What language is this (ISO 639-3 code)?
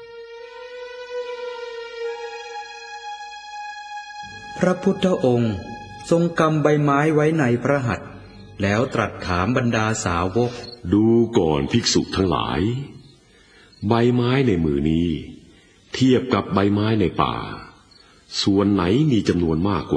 tha